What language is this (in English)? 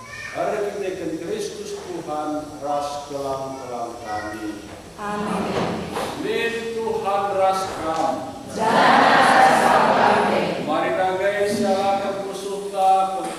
Batak Karo